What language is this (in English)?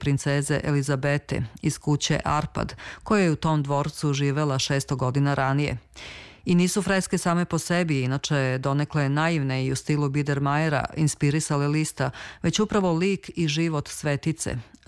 Serbian